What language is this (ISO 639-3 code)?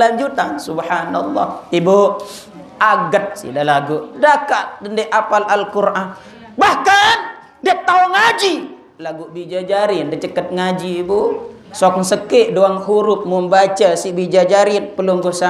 sas